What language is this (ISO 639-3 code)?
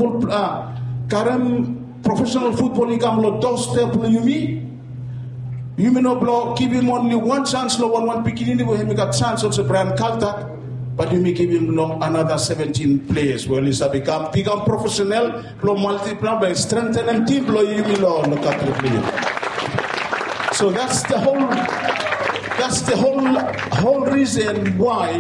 eng